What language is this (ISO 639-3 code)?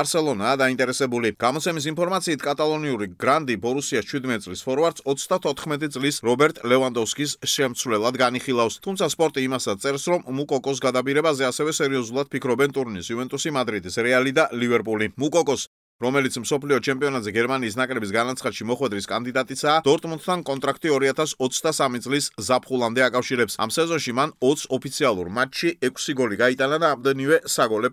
kat